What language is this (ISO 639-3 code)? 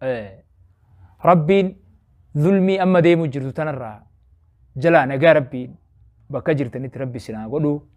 orm